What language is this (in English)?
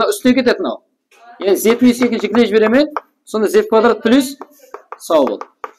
Kara-Kalpak